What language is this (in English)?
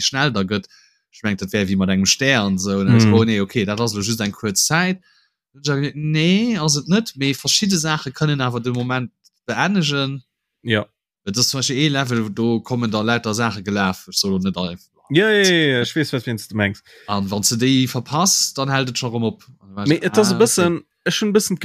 Luxembourgish